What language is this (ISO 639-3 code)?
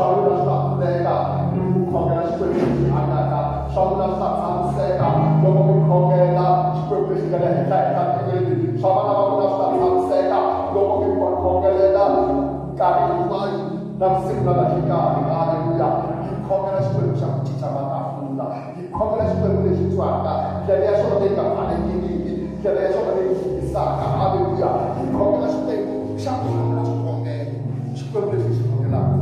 tso